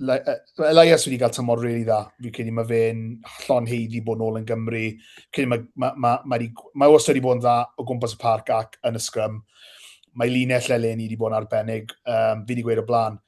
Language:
Welsh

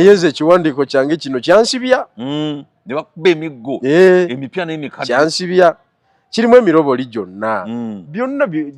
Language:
Ganda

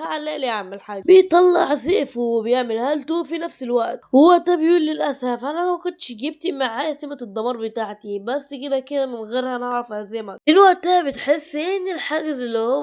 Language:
Egyptian Arabic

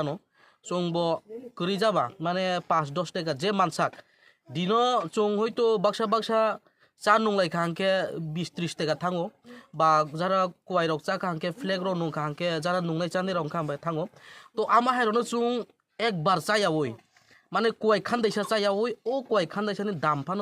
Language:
Kok Borok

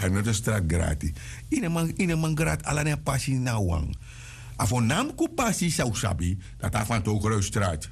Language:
Sranan Tongo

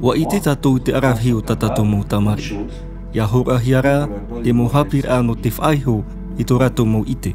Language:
Tahitian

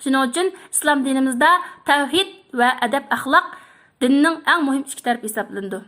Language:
Uyghur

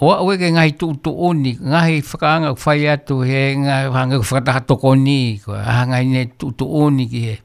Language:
Tongan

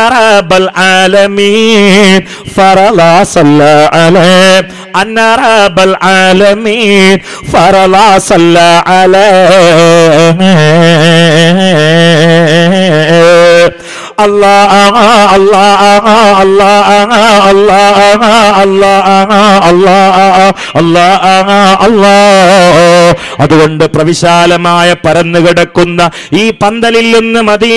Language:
Malayalam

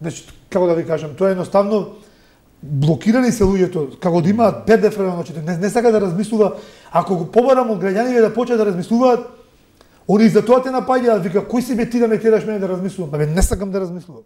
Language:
Macedonian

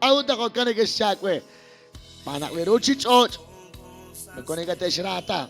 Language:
Kekchí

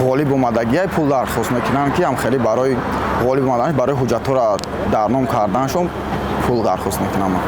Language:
Tajik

